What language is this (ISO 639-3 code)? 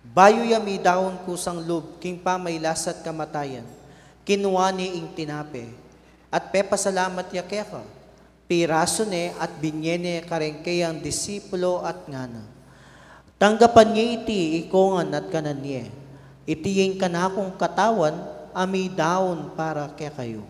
pam